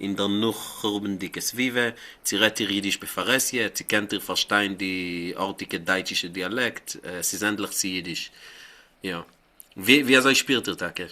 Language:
Yiddish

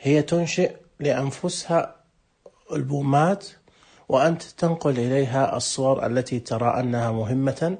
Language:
Najdi Arabic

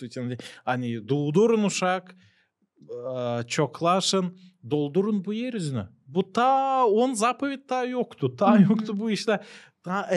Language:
Gagauz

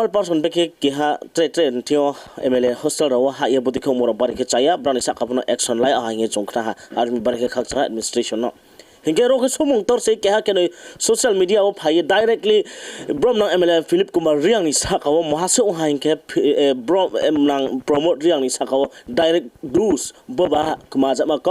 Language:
Riang (India)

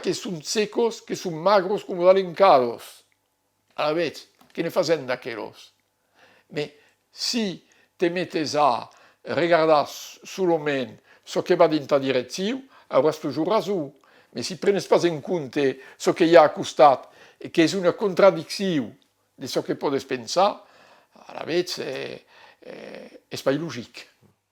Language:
Occitan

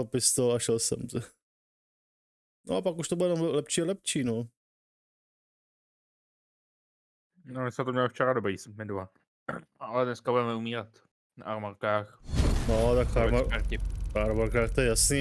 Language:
Czech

